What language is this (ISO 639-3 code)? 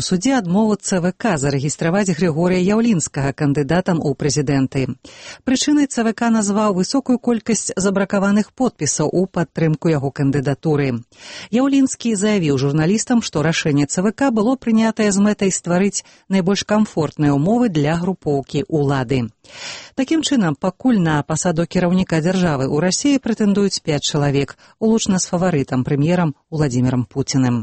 bel